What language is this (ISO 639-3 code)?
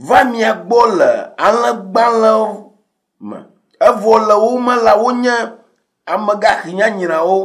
ewe